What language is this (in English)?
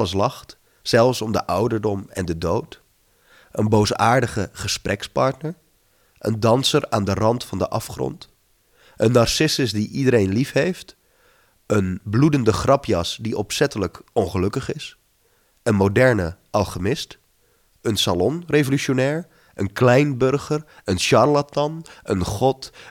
Dutch